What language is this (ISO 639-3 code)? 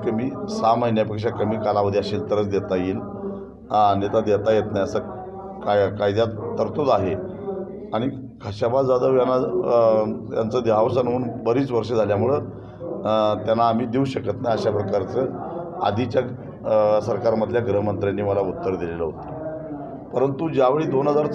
mar